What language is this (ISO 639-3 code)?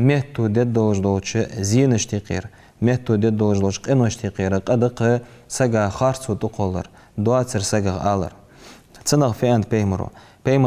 inh